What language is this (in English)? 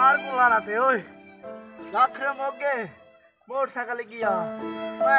Saraiki